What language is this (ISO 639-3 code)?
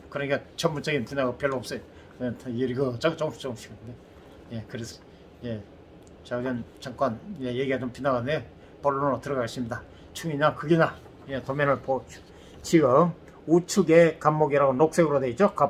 kor